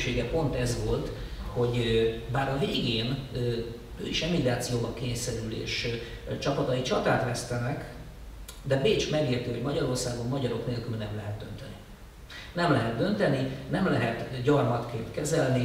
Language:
Hungarian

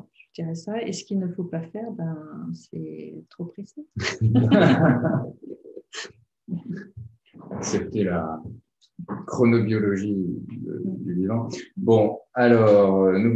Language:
French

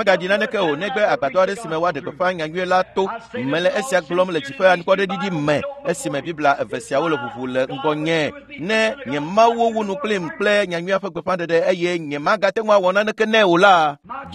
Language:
Ewe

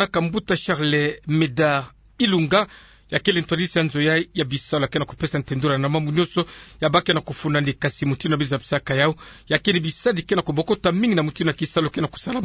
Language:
Kituba (Democratic Republic of Congo)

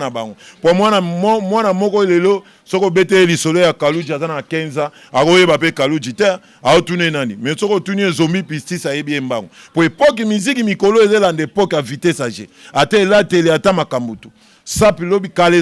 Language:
Lingala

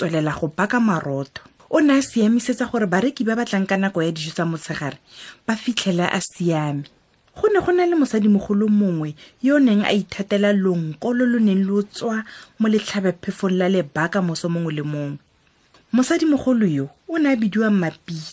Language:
Tswana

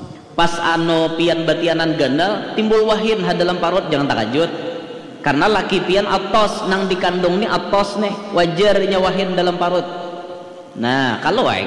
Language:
Banjar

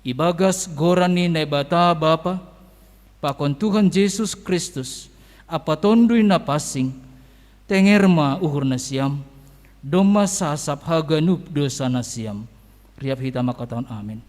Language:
Batak Simalungun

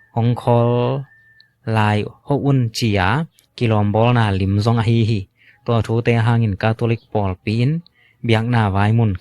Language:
Tedim Chin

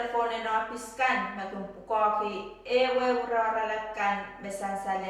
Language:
Pohnpeian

